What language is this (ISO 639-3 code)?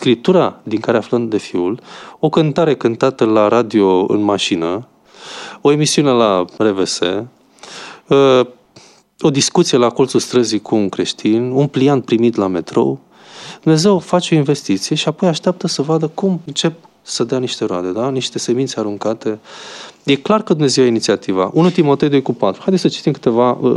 ron